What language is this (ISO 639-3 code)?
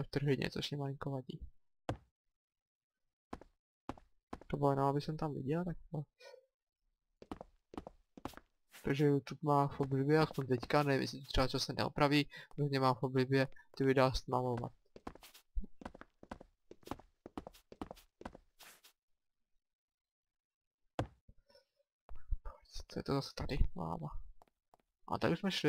ces